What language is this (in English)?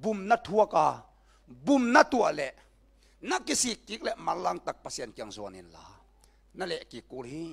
Tedim Chin